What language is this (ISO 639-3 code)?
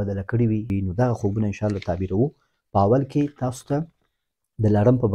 pus